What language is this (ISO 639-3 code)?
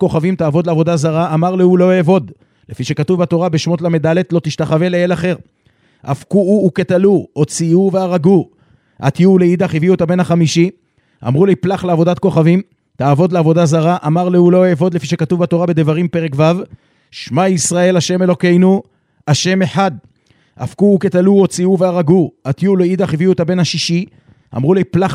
heb